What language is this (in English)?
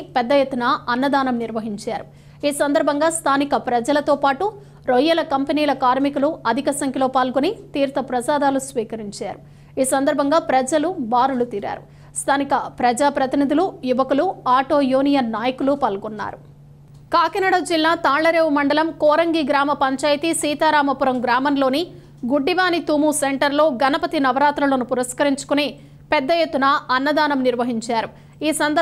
Telugu